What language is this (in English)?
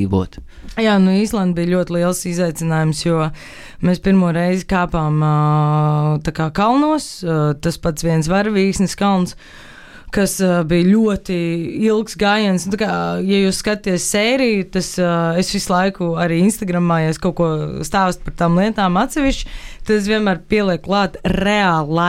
Latvian